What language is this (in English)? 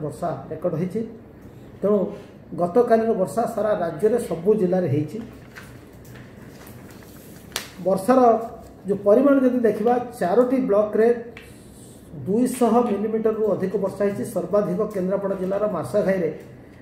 Odia